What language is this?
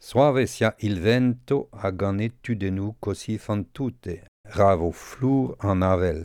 Breton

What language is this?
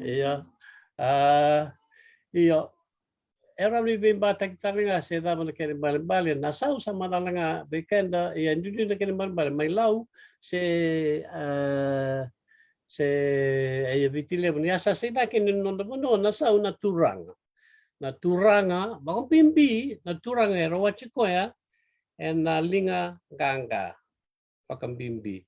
Fijian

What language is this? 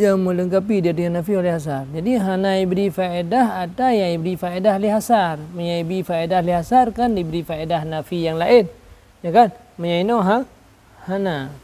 Achinese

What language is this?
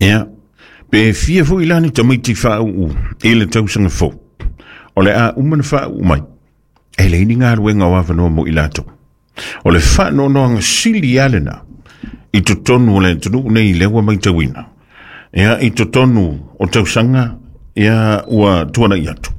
Samoan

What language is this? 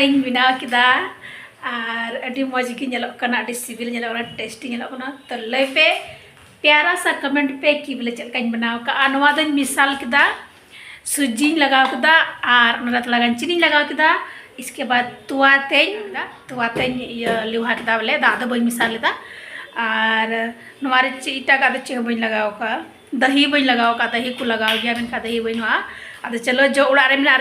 Santali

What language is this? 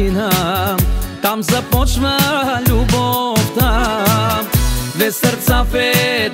Bulgarian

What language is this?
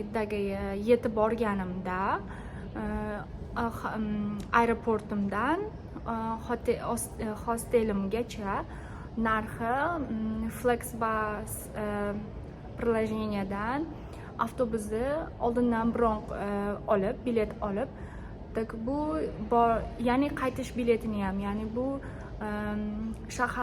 Uzbek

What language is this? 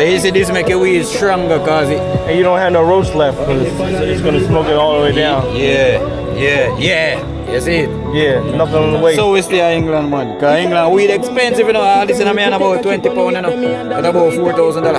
Jamaican Creole English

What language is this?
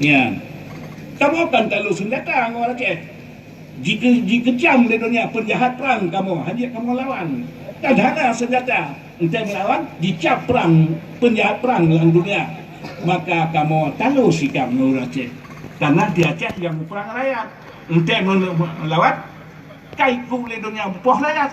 Achinese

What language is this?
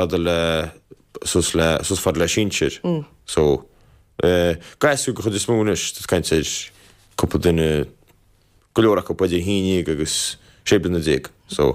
Irish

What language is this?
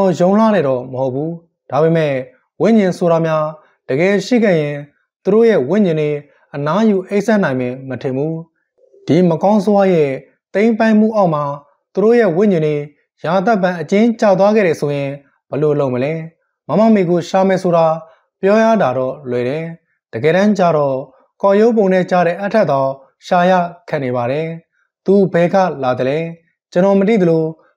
Burmese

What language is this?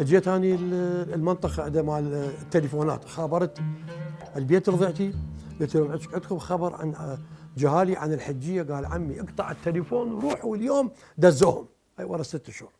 Mesopotamian Arabic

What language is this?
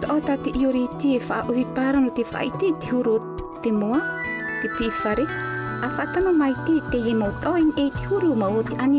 Tahitian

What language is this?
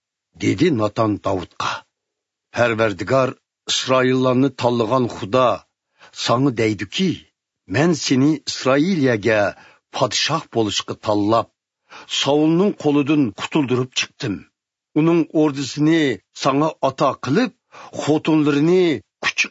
Uyghur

